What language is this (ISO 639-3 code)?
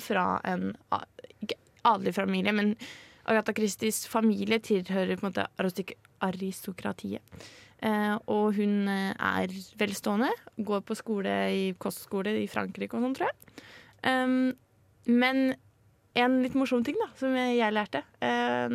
nor